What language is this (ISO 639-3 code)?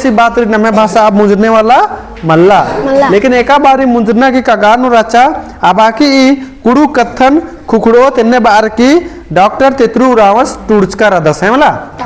kru